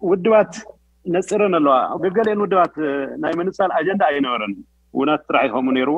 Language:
Tigrinya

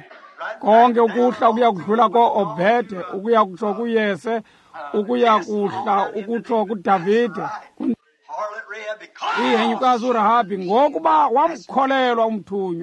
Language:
Xhosa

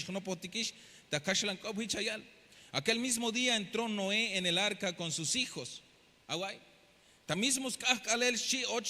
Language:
Tzeltal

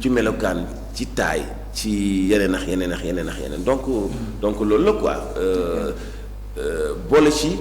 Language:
Wolof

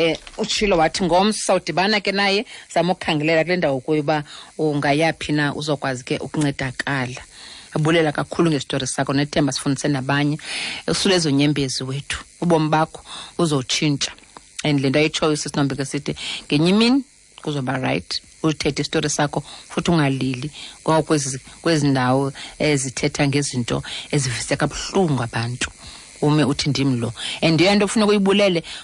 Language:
Xhosa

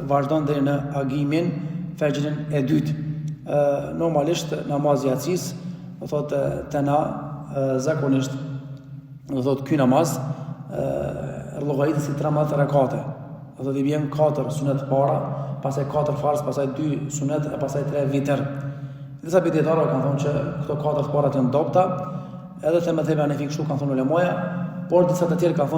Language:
Albanian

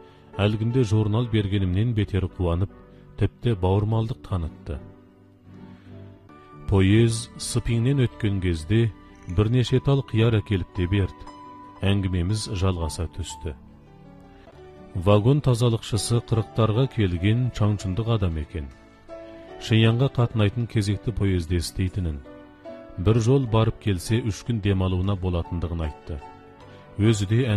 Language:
Kazakh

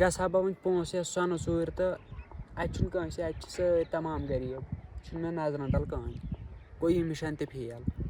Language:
Kashmiri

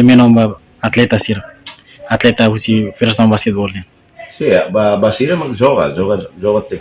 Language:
Tetum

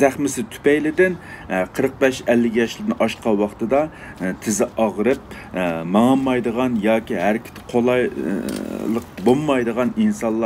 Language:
Uyghur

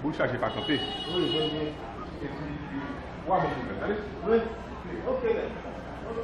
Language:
Haitian Creole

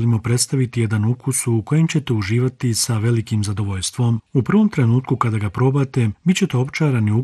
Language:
Bosnian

